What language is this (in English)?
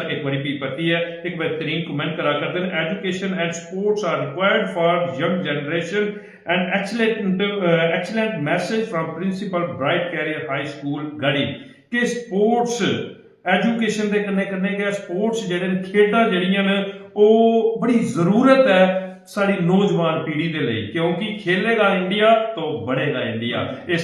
Dogri